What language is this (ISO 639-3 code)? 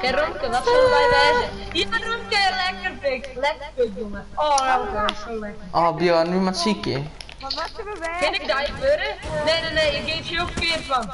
fry